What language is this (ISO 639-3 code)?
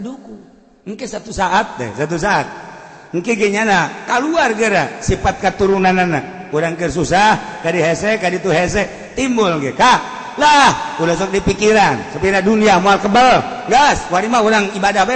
sun